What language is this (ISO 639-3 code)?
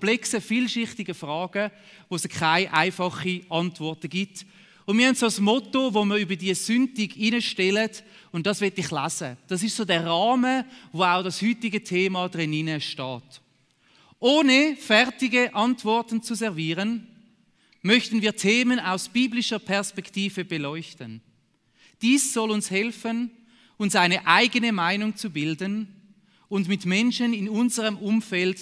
gsw